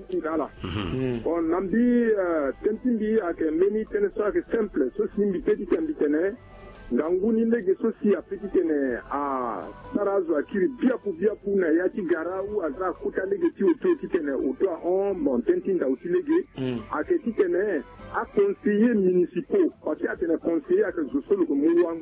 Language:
Sango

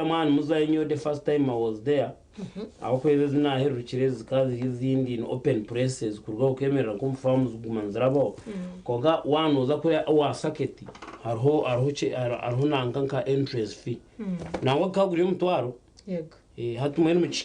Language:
Nyankole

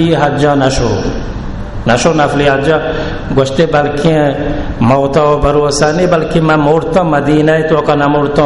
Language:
Baluchi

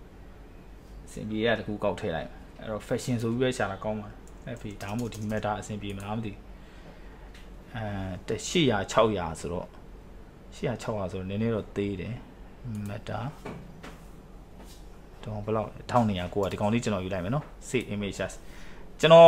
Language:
Burmese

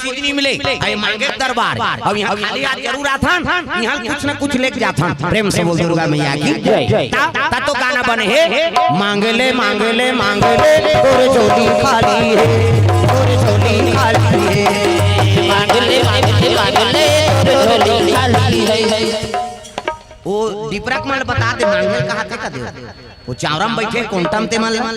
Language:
Chhattisgarhi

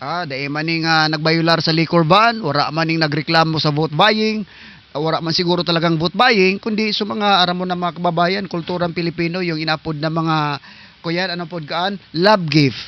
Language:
Southern Catanduanes Bikol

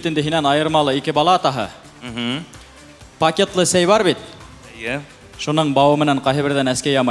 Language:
Bashkir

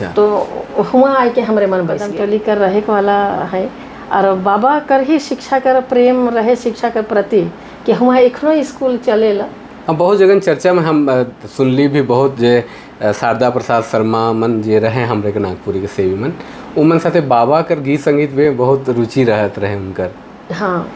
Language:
Sadri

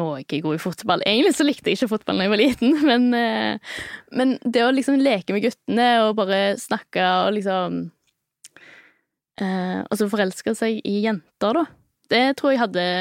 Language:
Norwegian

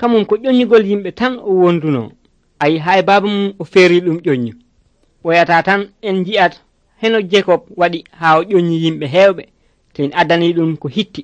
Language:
Nigerian Fulfulde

